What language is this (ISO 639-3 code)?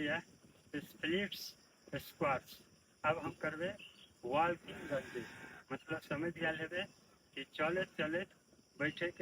mai